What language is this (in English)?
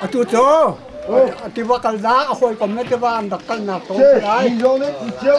Hakha Chin